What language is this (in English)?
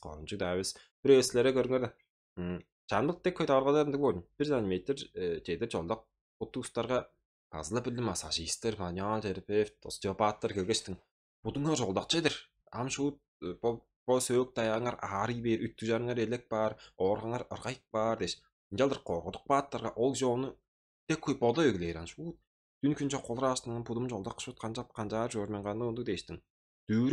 Tuvinian